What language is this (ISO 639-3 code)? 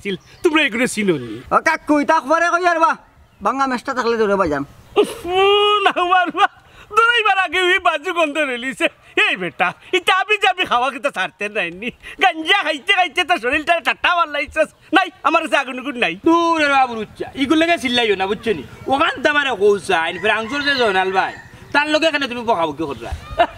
syl